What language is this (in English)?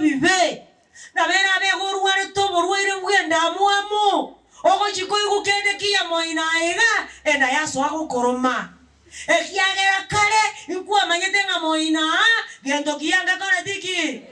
Gusii